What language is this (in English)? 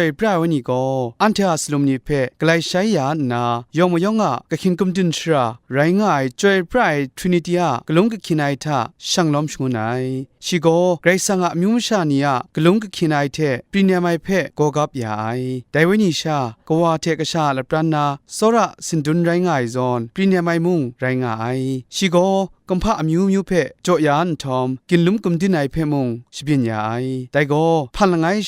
Kachin